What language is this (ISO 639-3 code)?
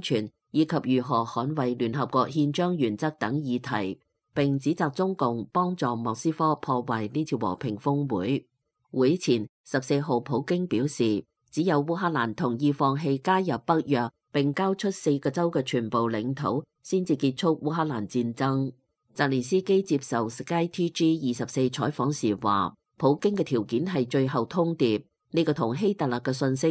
yue